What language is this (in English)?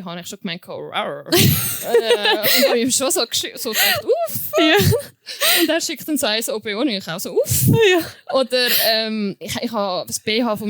Swiss German